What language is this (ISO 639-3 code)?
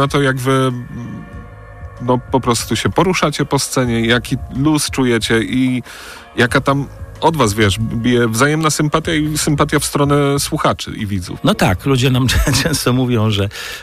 pol